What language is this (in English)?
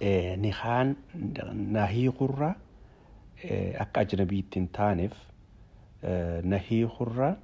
Oromo